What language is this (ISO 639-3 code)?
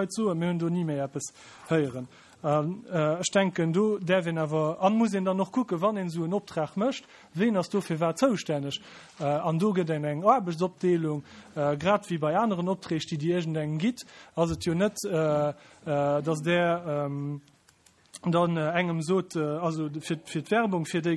ltz